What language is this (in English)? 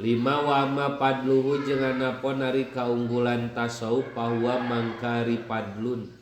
Sundanese